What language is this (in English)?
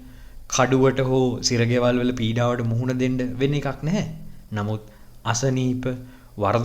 Sinhala